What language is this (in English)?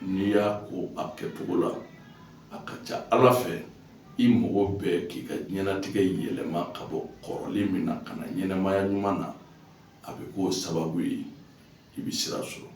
Bambara